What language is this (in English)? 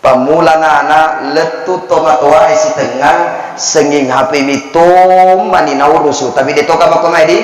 Buginese